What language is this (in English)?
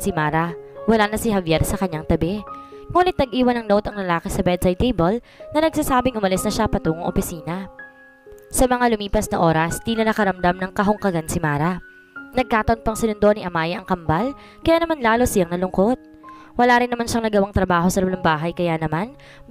Filipino